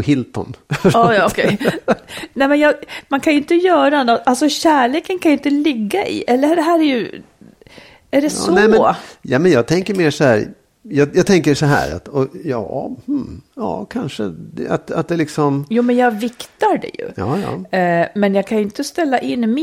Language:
Swedish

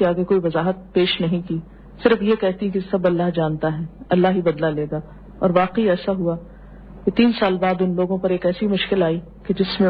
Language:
Urdu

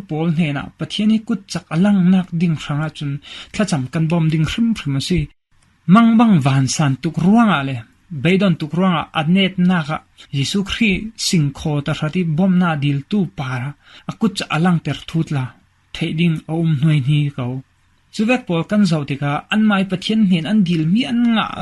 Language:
Falam Chin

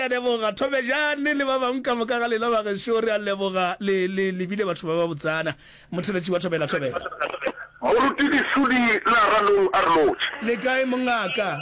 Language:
Northern Sotho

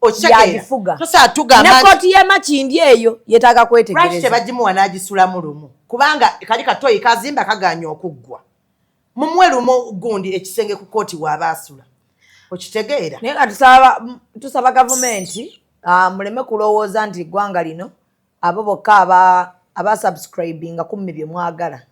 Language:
Ganda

